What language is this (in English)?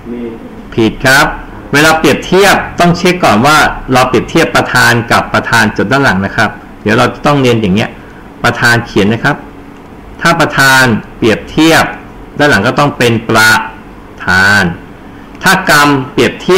Thai